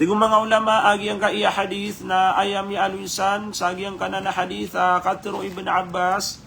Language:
Maranao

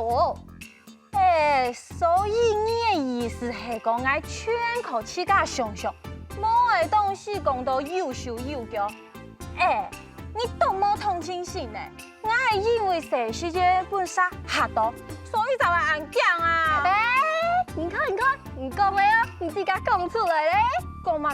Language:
Hakka Chinese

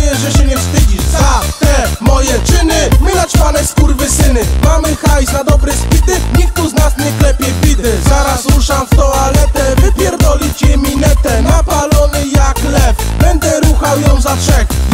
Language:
Polish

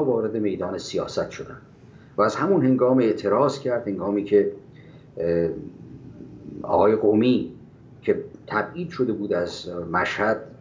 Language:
Persian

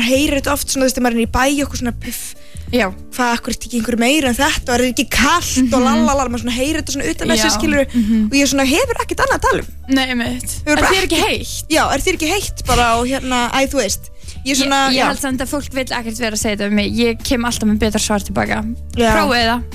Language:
Icelandic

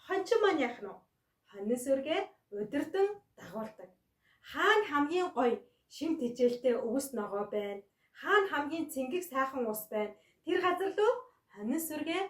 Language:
Mongolian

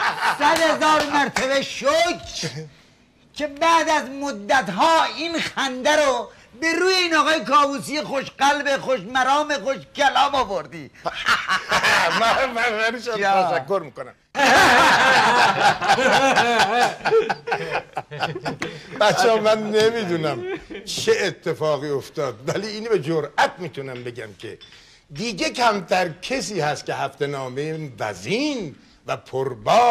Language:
Persian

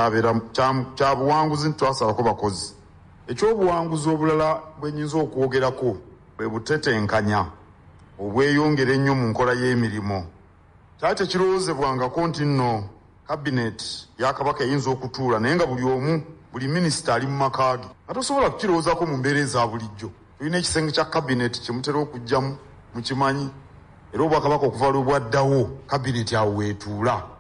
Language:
Ganda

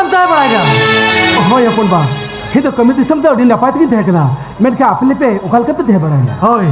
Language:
Santali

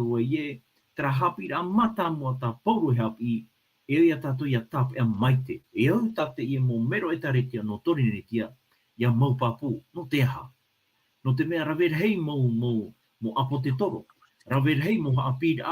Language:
Tahitian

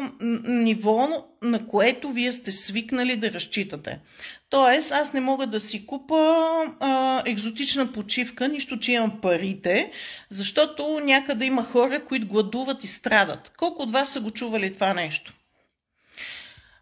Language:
Bulgarian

